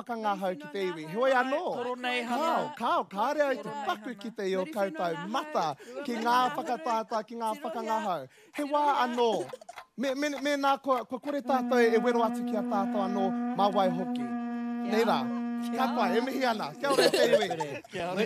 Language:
Māori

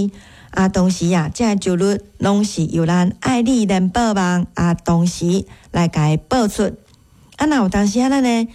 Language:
Min Nan Chinese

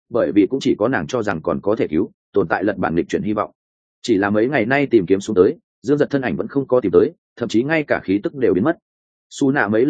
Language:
Vietnamese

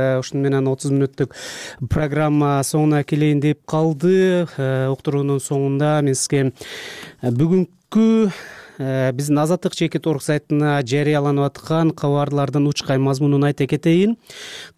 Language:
Kyrgyz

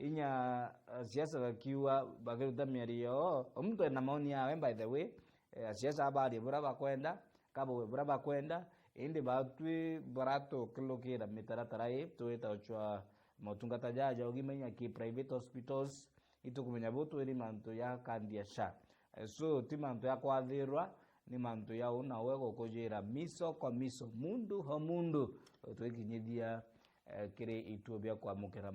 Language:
Meru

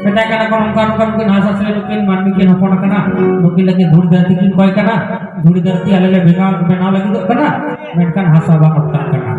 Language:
Santali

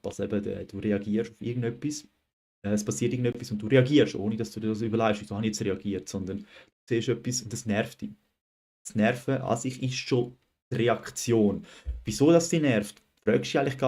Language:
Swiss German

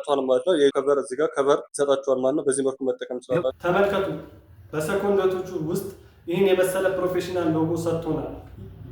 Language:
Amharic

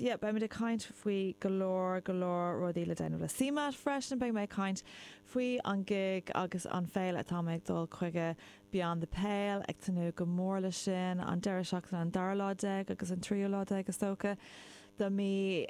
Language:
Irish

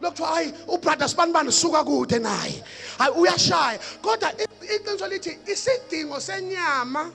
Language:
Zulu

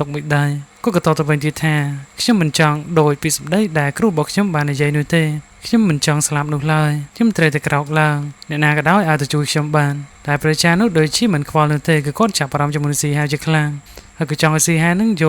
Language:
Khmer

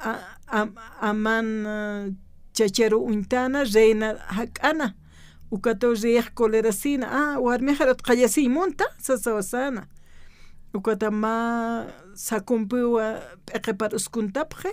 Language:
Aymara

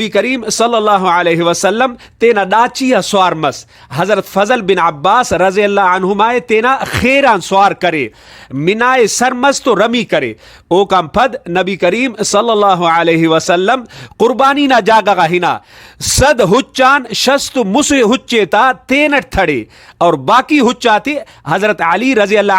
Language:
Brahui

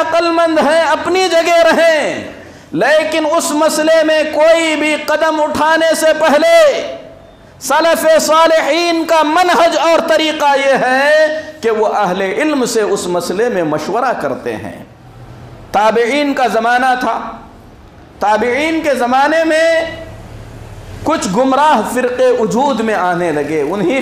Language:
Urdu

